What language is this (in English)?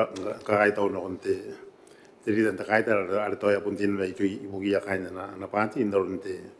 Gilbertese